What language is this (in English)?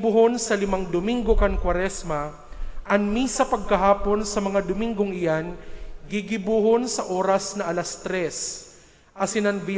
Bikol